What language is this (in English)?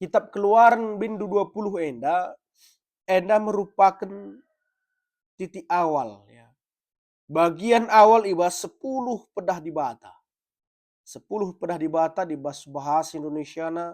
Batak Karo